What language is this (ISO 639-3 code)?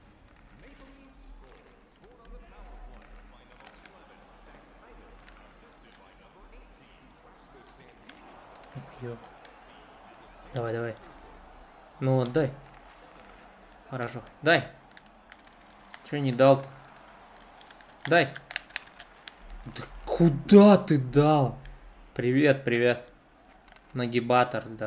rus